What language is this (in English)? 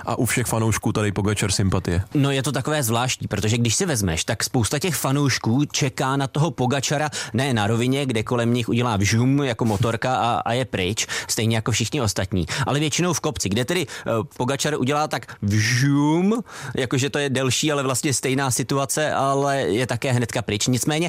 Czech